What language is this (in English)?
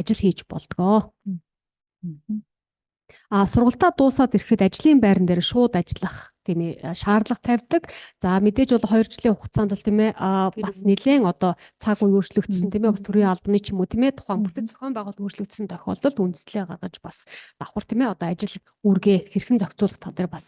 Mongolian